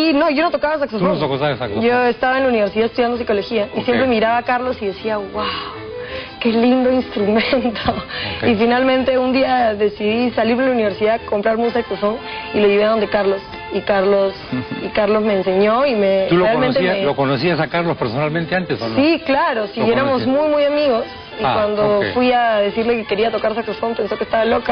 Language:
Spanish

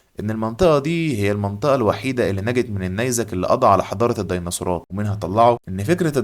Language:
Egyptian Arabic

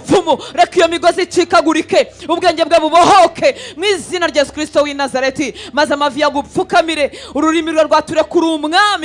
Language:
Kinyarwanda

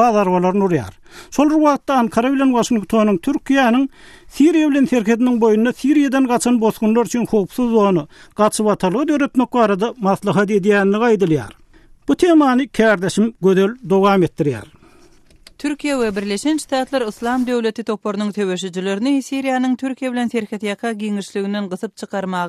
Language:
Turkmen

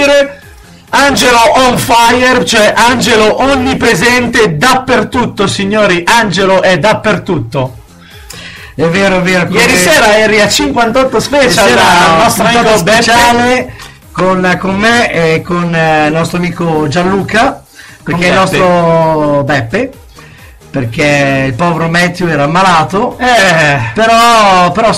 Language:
Italian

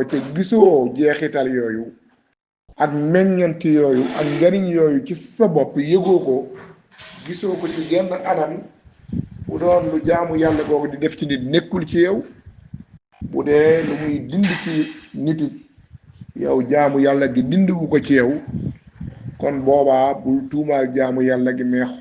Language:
Wolof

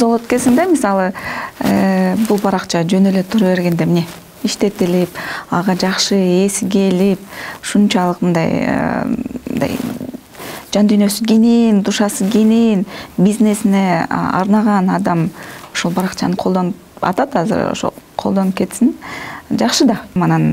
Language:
Kyrgyz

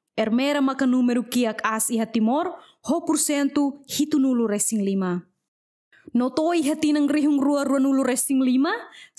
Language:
Tetum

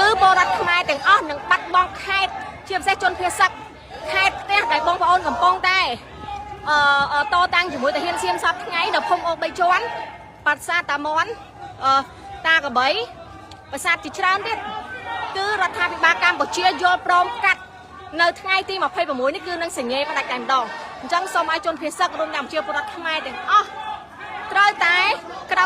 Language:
Khmer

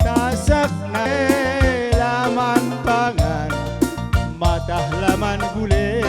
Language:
Batak Karo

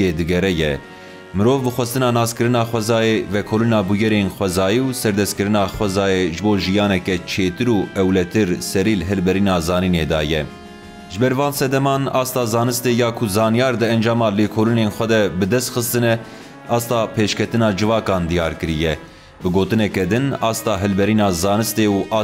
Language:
Kurdish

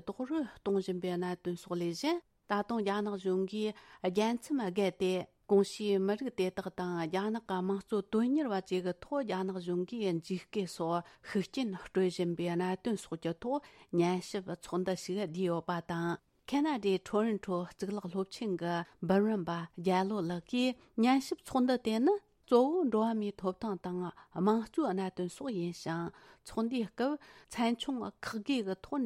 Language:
Tibetan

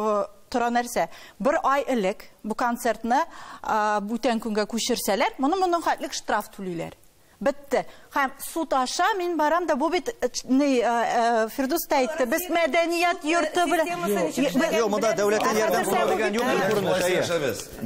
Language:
Tatar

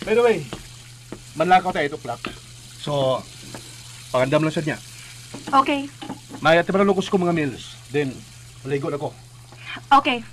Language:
Cebuano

